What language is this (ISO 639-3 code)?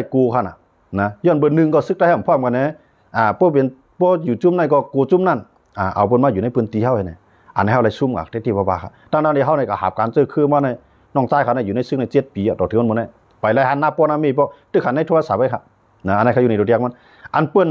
shn